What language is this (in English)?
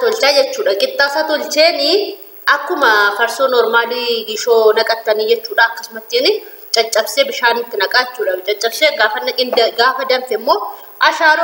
Oromo